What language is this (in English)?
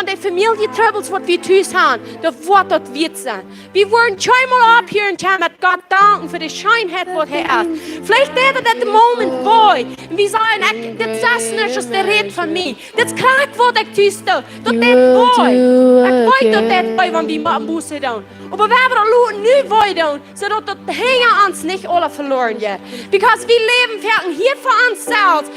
Plautdietsch